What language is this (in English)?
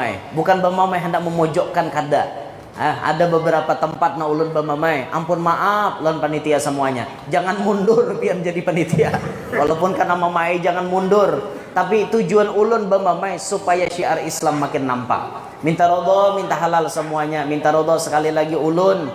Banjar